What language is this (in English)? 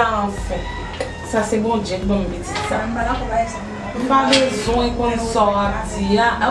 Haitian Creole